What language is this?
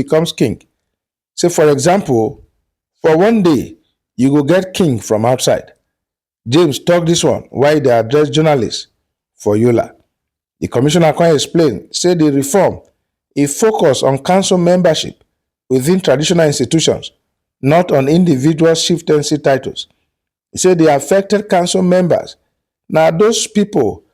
Nigerian Pidgin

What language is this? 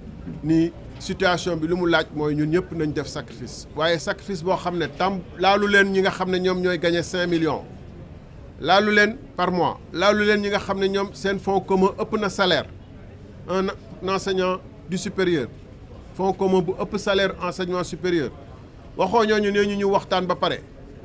Wolof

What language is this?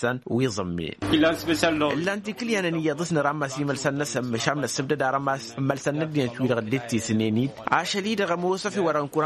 Tamasheq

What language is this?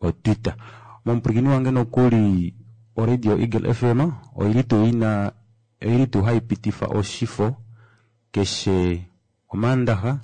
Kuanyama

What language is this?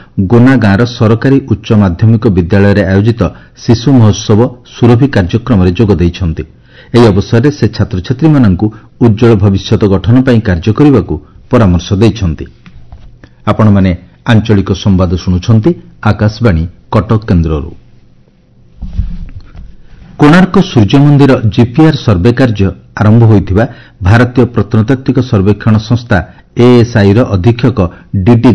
Odia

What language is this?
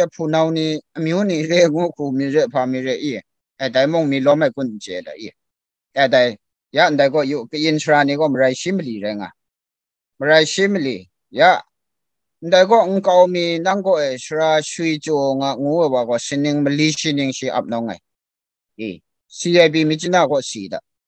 Kachin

